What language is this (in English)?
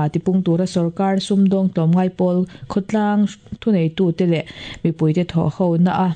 Mizo